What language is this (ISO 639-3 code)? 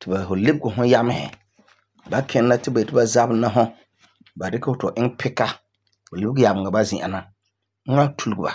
gur